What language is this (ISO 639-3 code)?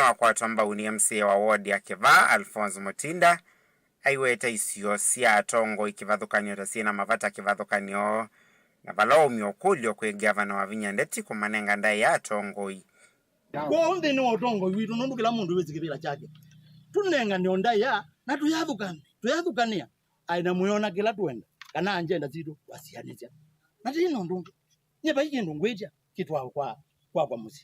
kam